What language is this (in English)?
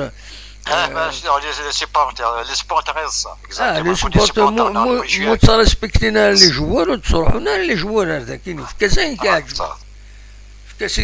Kabyle